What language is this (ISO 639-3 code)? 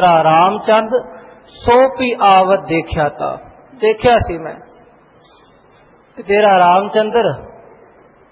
pan